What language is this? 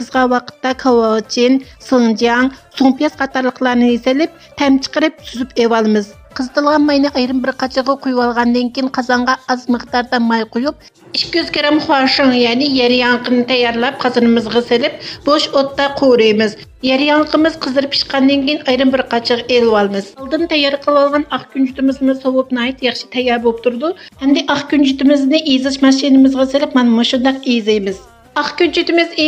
Uyghur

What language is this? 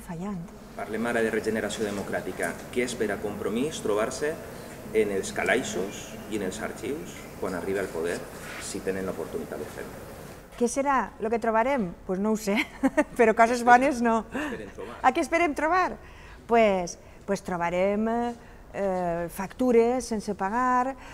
Catalan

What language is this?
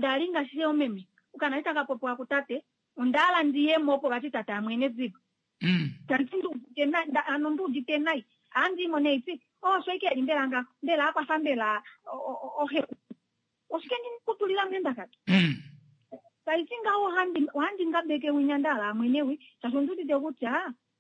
Kuanyama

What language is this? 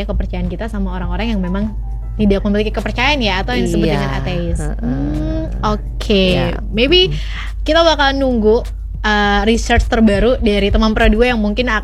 Indonesian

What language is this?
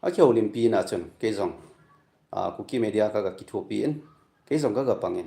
Thado Chin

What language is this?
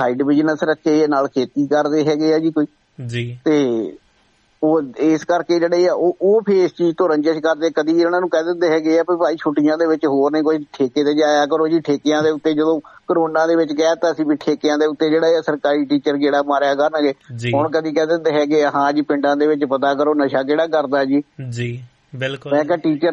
Punjabi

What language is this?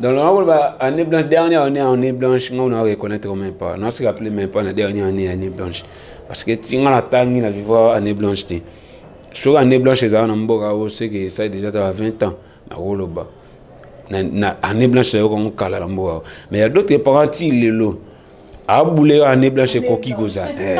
Lingala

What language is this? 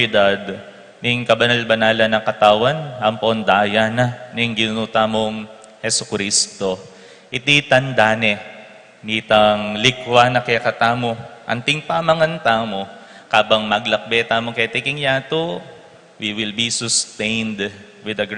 Pampanga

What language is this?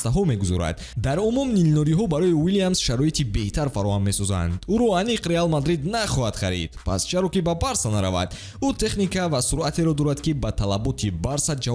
Tajik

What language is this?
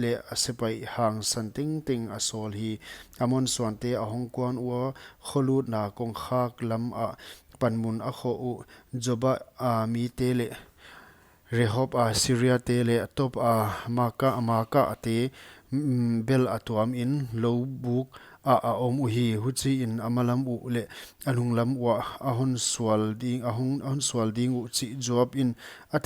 Paite Chin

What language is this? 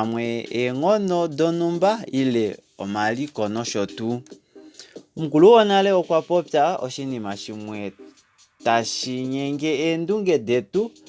Kuanyama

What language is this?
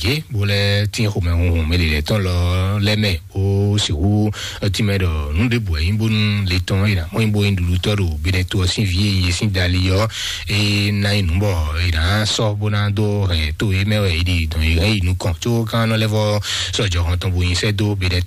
Fon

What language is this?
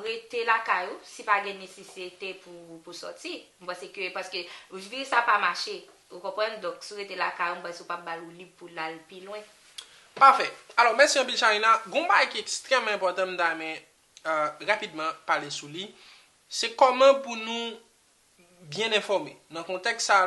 Haitian Creole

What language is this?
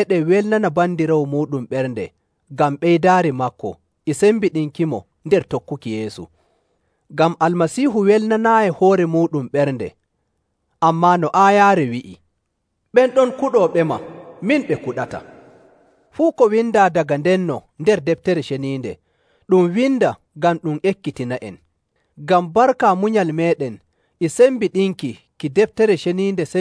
Nigerian Fulfulde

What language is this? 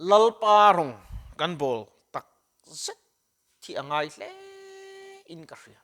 Mizo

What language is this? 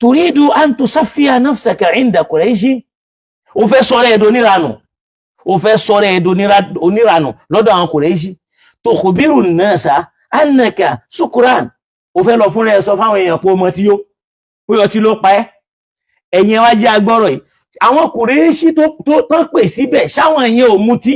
Yoruba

